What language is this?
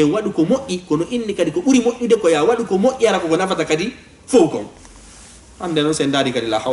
Fula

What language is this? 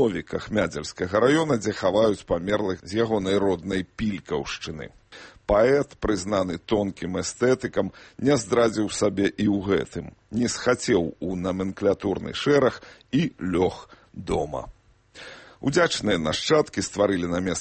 Belarusian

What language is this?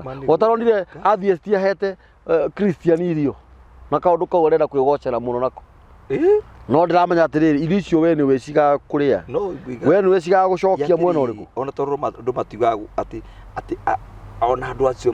Kikuyu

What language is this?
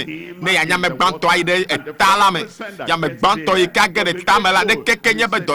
Ewe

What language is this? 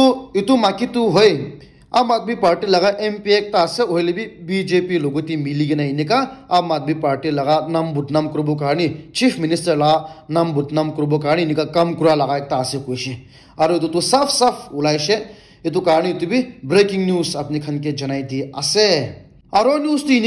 Naga Pidgin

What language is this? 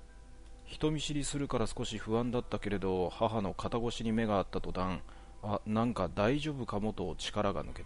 Japanese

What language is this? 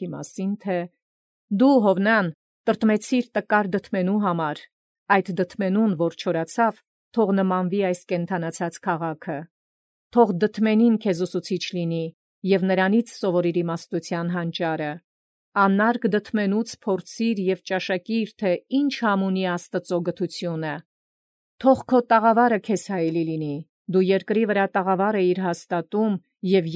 Armenian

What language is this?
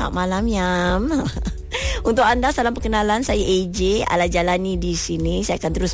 Malay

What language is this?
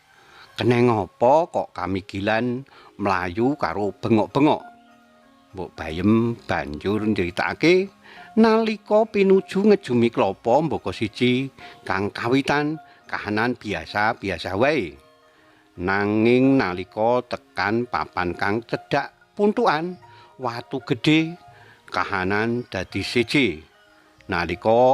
Javanese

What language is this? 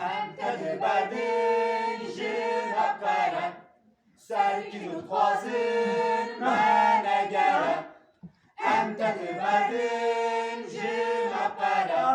Kurdish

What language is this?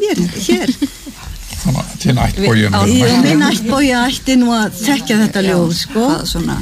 Icelandic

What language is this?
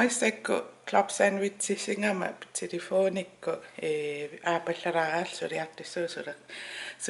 Kalaallisut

